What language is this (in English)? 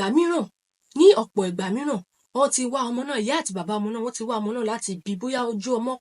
Yoruba